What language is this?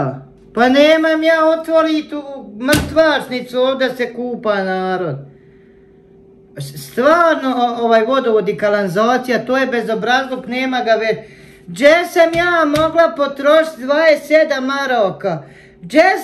Bosnian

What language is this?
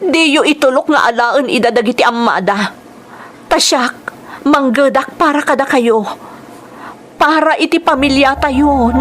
Iloko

